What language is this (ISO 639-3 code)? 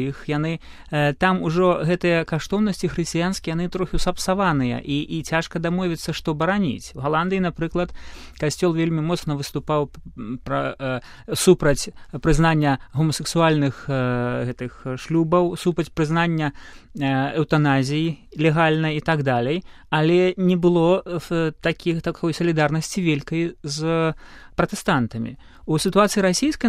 bel